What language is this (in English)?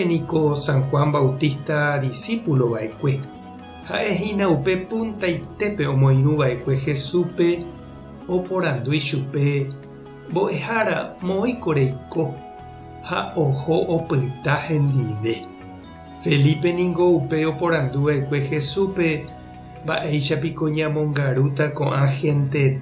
Guarani